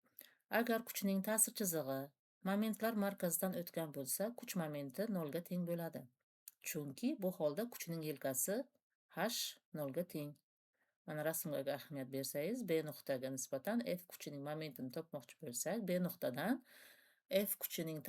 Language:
Uzbek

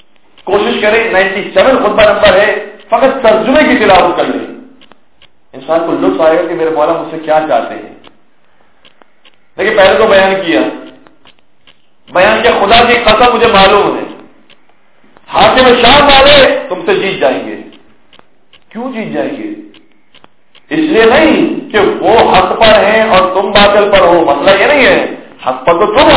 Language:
Urdu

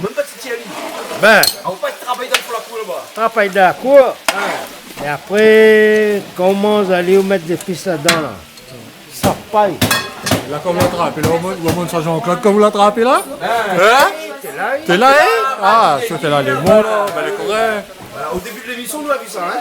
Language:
Réunion Creole French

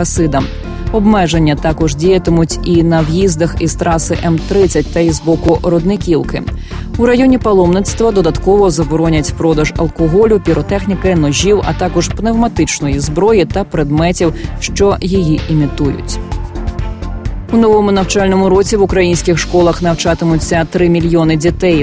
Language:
Ukrainian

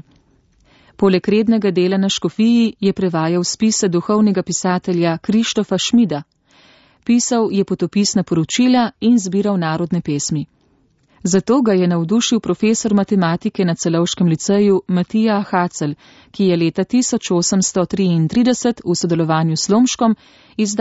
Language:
Slovenian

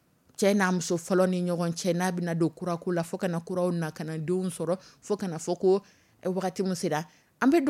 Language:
Dyula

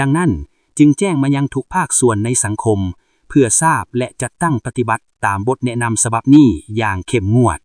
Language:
Lao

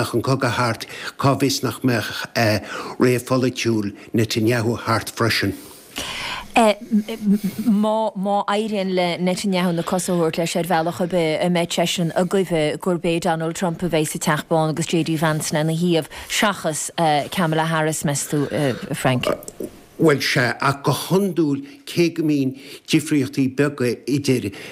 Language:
Irish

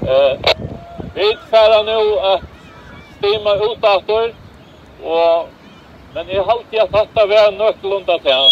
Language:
Faroese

